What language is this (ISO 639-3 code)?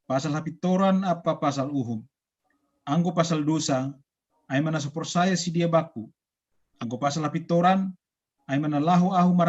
bts